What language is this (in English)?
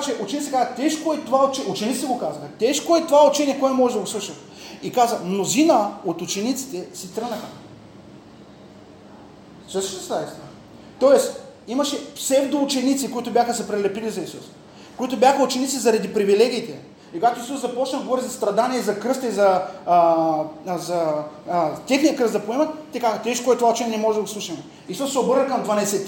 Bulgarian